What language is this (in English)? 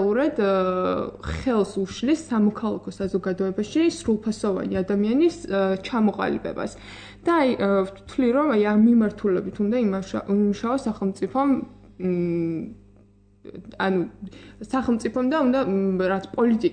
Georgian